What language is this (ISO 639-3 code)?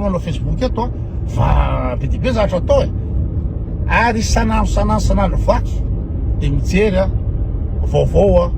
mlg